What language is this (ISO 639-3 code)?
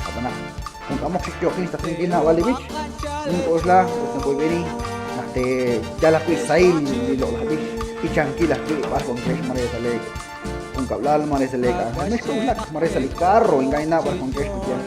kek